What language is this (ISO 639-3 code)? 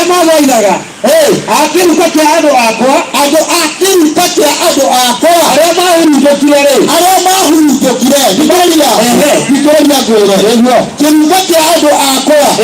kik